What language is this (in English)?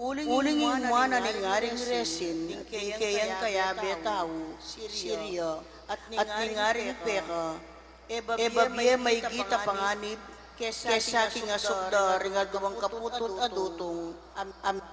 Pampanga